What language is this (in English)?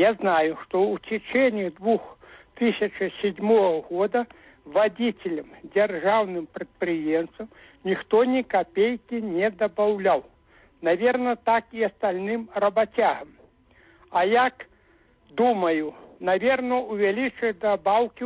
Belarusian